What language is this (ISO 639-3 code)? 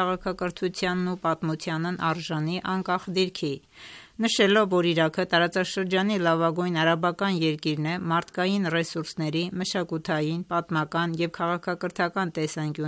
hye